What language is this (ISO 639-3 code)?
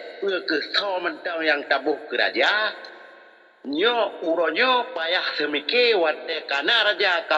ace